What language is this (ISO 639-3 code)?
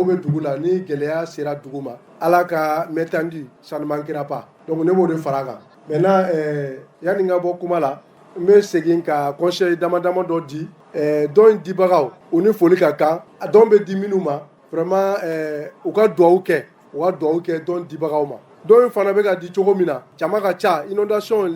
bam